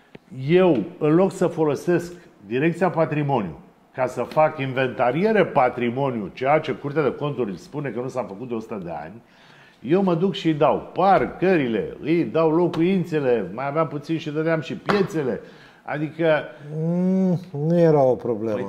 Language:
Romanian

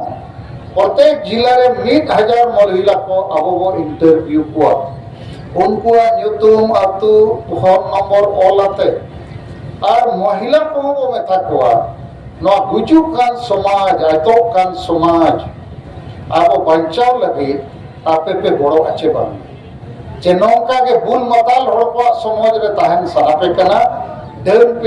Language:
Santali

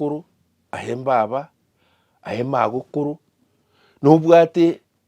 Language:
Gusii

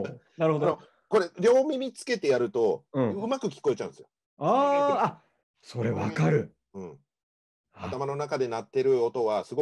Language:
Japanese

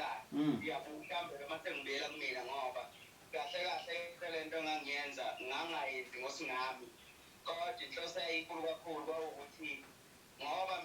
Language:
Zulu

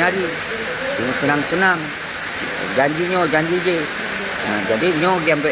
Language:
Achinese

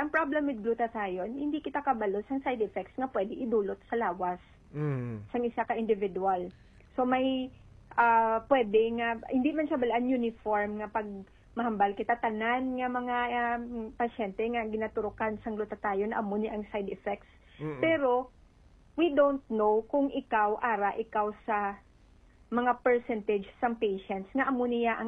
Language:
Hiligaynon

